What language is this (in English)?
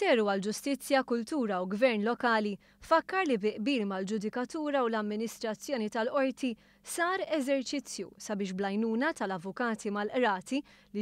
Maltese